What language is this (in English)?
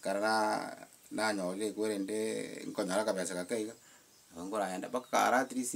Gusii